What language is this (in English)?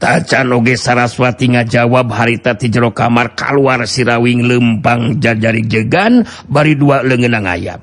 Sundanese